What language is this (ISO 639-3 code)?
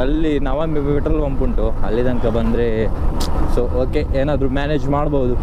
tcy